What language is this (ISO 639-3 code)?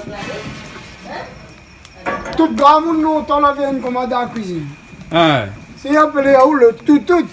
rcf